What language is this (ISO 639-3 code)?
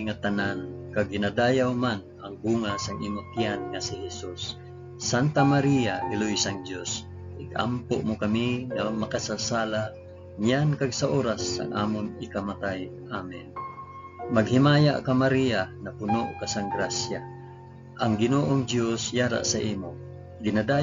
hil